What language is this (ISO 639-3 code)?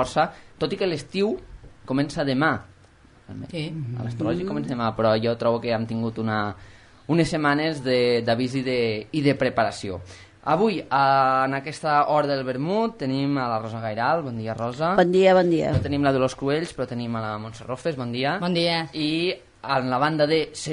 cat